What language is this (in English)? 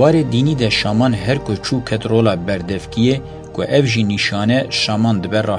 Kurdish